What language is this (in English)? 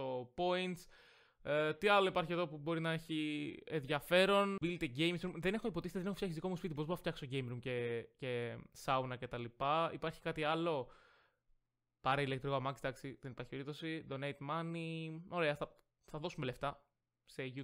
Greek